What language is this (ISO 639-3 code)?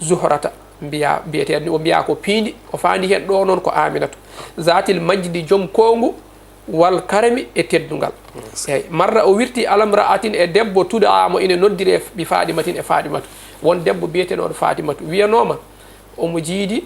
ful